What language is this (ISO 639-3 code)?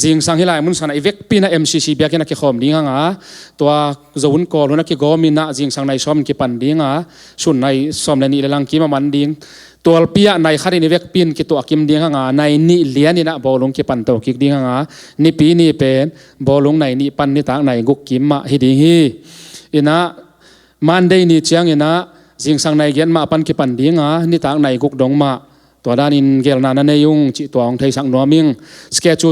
ctd